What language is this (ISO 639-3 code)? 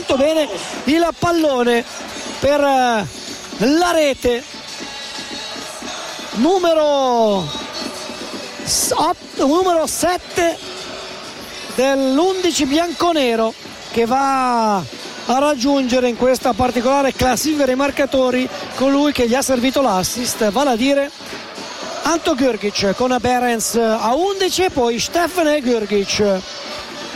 ita